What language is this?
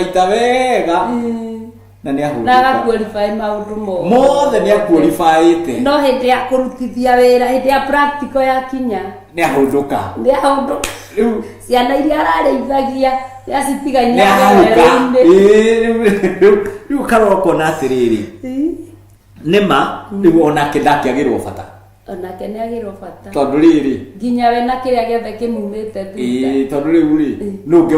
Kikuyu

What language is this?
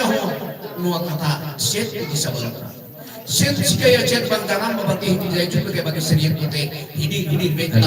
Santali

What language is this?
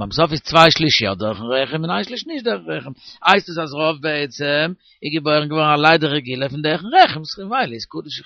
Yiddish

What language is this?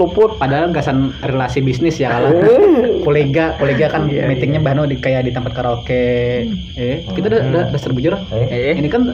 Banjar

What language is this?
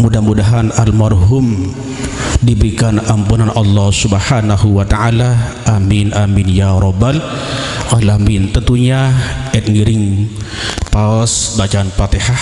Sasak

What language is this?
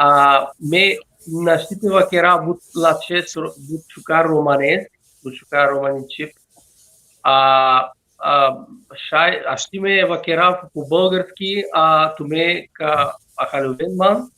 Balkan Romani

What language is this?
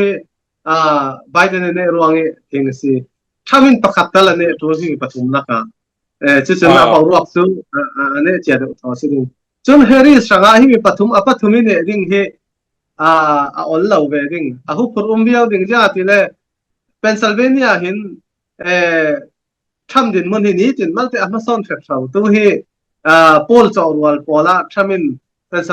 Falam Chin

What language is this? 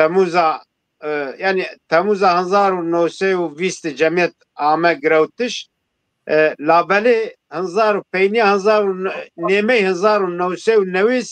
Zaza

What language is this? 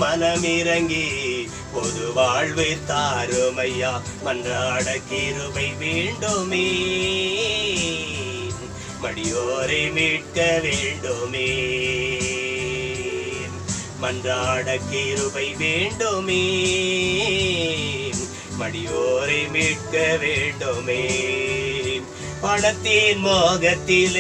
Tamil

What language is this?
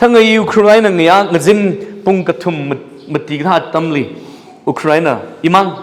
Tangkhul Naga (India)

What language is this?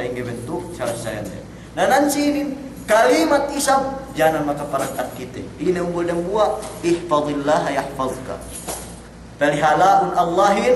Yakan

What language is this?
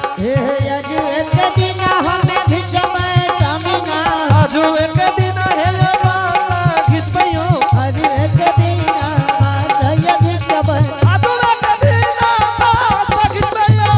Angika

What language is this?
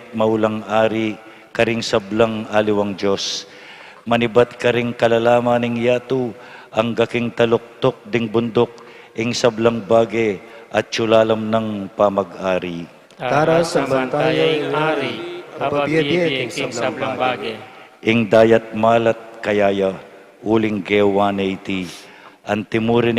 Pampanga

